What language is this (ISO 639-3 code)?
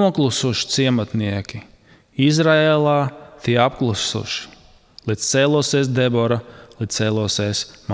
lav